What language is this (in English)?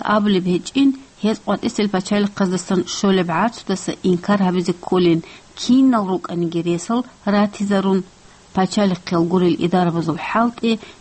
Avaric